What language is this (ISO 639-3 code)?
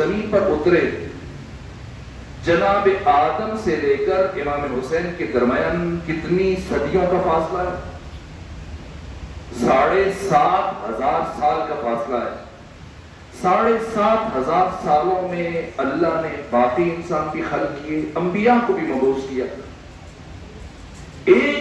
urd